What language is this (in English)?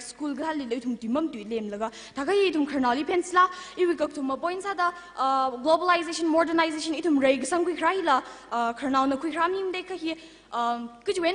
Tangkhul Naga (India)